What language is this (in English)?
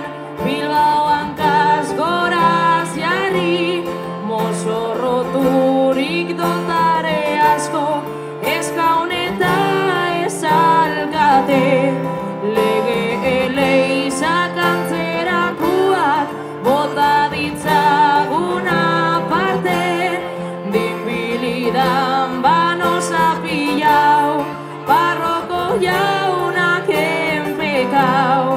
Basque